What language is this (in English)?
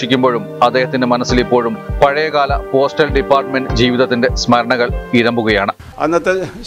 Malayalam